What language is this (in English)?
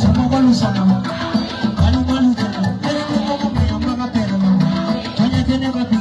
Bambara